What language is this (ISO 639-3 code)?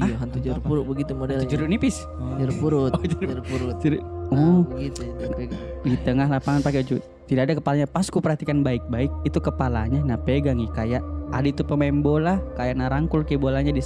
mfp